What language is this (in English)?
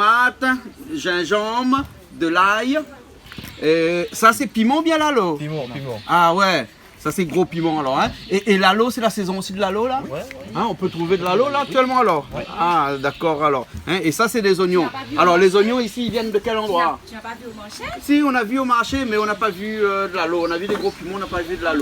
Réunion Creole French